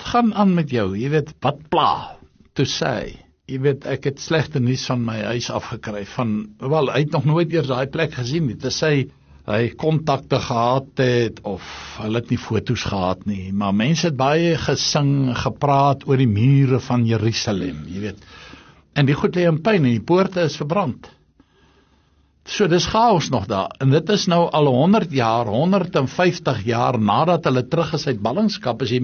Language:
Afrikaans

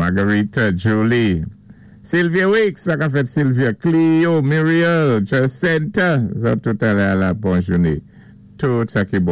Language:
Saint Lucian Creole French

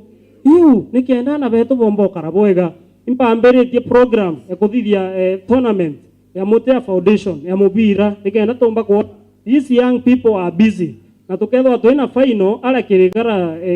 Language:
Meru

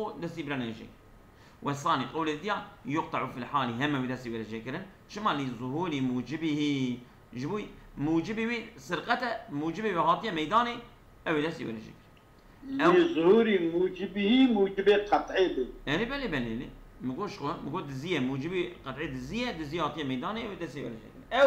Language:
Kurdish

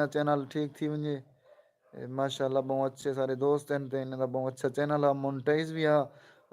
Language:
Saraiki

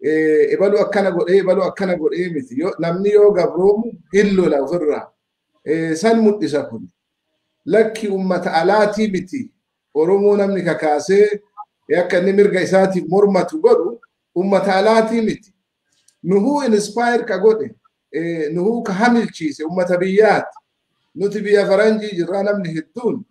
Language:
Oromo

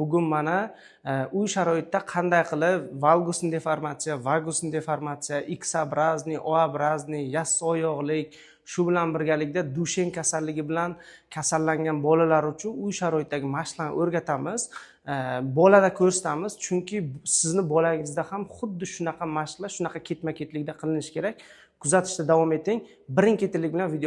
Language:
Uzbek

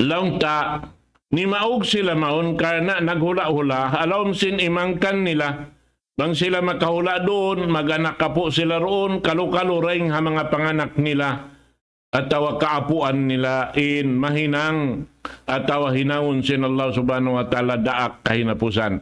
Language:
Tausug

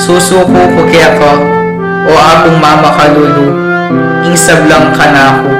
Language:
Pampanga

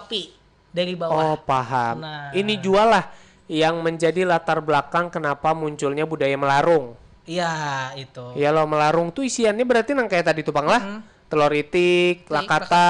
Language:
Banjar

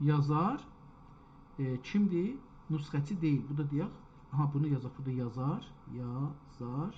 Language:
South Azerbaijani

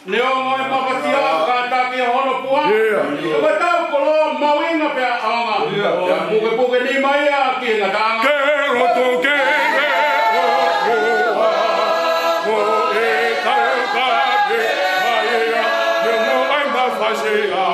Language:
Tongan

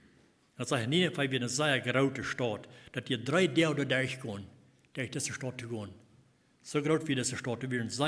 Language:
Plautdietsch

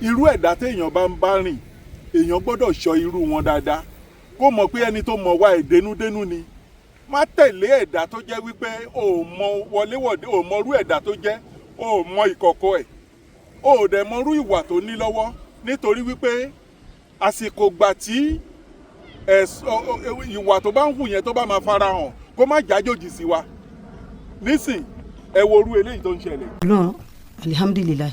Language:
Yoruba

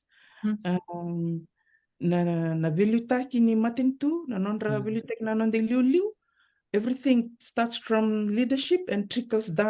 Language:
Fijian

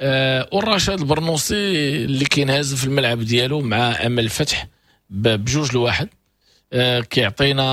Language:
Moroccan Arabic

